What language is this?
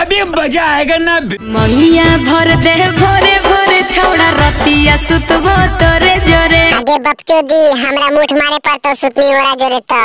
Magahi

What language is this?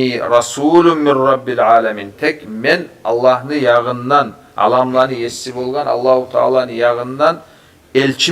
Kumyk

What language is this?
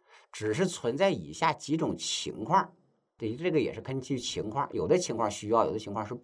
Chinese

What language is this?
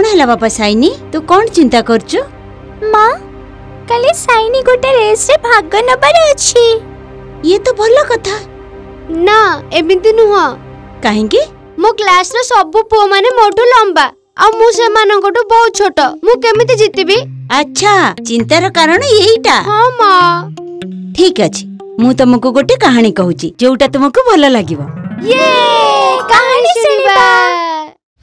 Odia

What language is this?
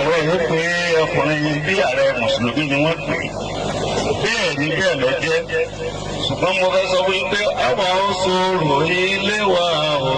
Yoruba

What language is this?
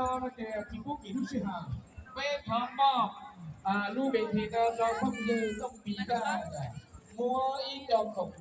Hmong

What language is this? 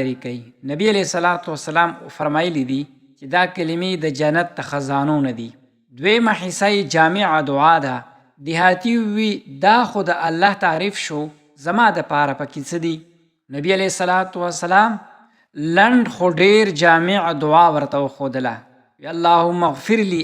Pashto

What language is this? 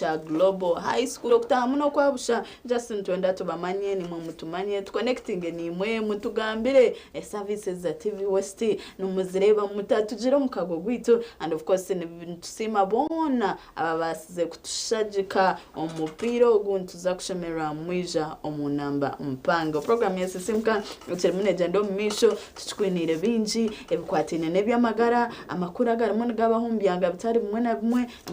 Nyankole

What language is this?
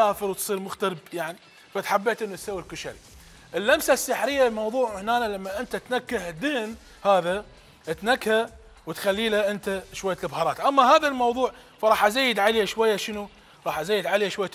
Mesopotamian Arabic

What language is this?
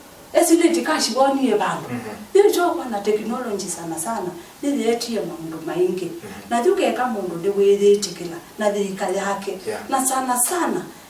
Kamba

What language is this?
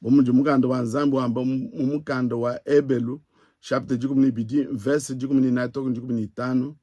Luba-Lulua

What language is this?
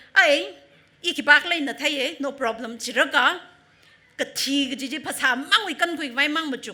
Tangkhul Naga (India)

